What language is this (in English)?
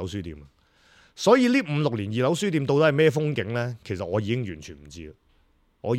Cantonese